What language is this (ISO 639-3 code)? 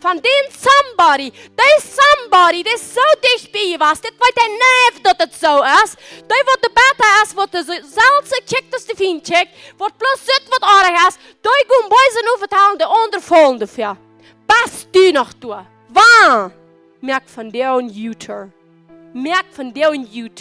pdt